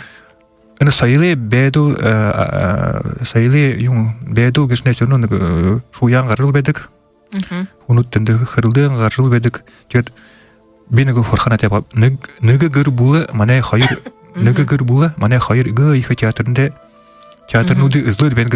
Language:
Buriat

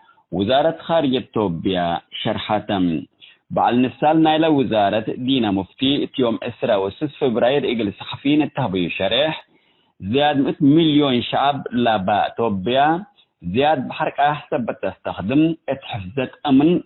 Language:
Tigre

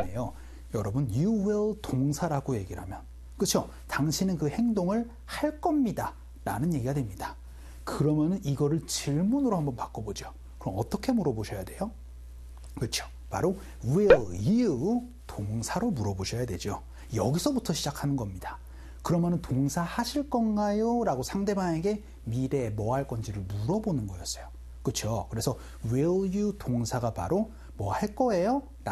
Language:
Korean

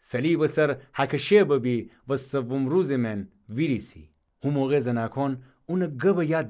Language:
Gilaki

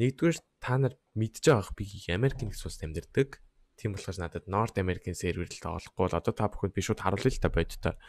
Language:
Mongolian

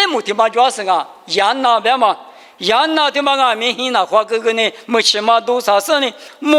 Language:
Lisu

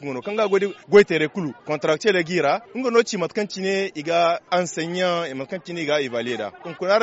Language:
Zarma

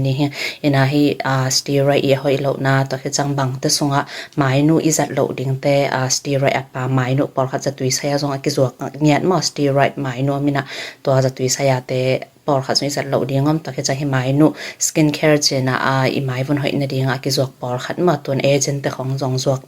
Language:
Tedim Chin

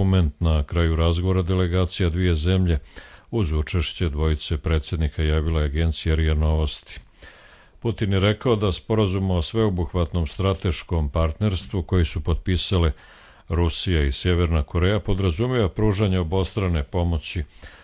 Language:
Croatian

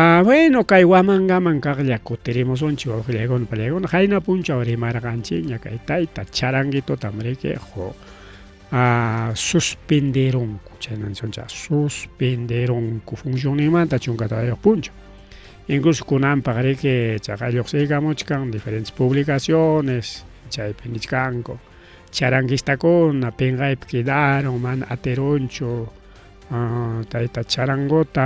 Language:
Ayacucho Quechua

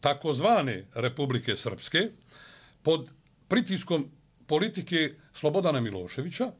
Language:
Bosnian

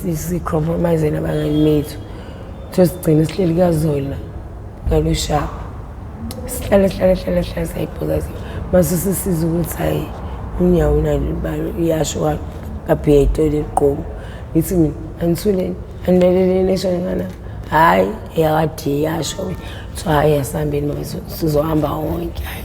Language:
Zulu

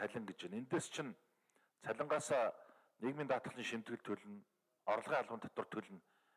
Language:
Mongolian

